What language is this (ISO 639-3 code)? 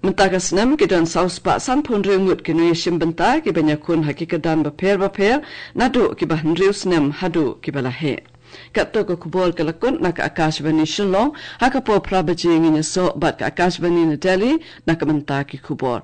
kha